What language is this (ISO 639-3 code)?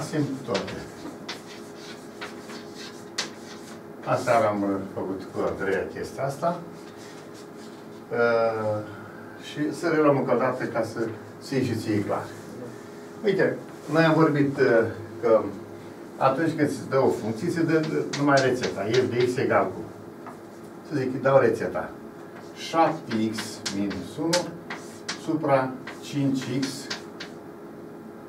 ron